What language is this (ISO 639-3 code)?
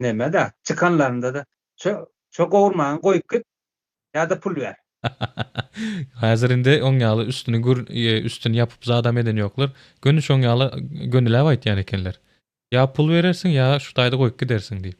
tuk